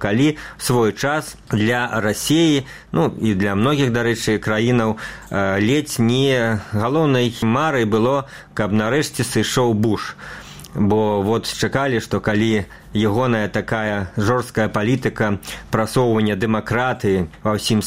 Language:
Belarusian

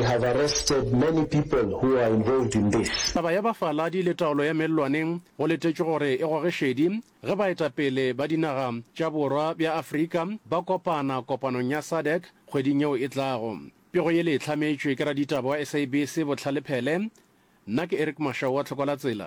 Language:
Northern Sotho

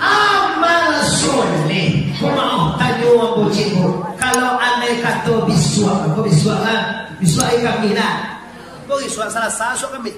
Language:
Minangkabau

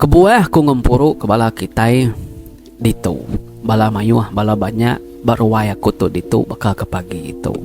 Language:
Iban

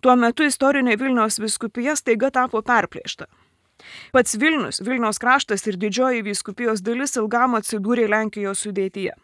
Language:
Lithuanian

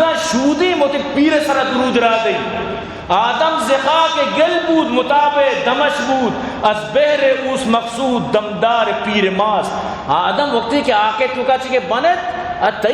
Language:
Eastern Balochi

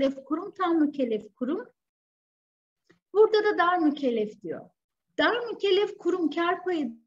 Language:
Turkish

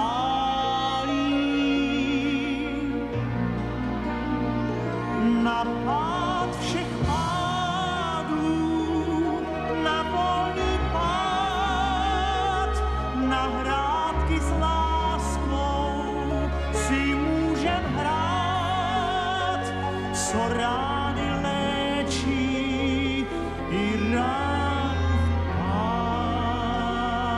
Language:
Czech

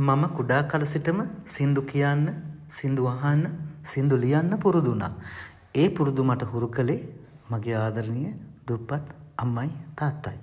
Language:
Sinhala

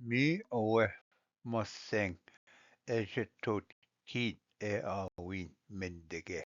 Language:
Ojibwa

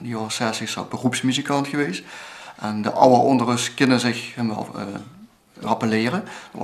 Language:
Limburgish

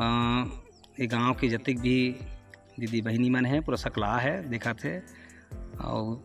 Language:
Chhattisgarhi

